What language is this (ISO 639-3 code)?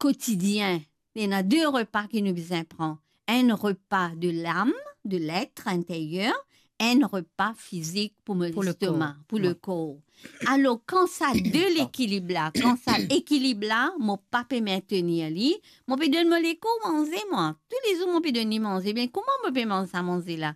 mfe